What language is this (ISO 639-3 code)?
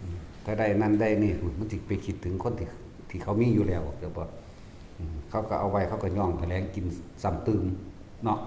tts